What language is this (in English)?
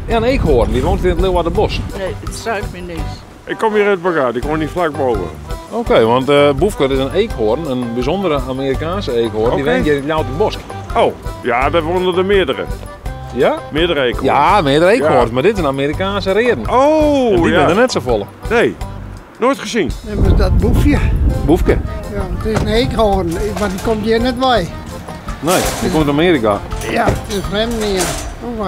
Western Frisian